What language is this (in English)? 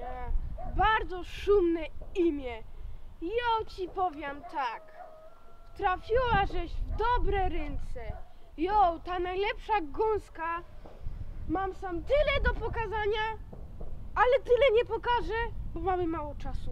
Silesian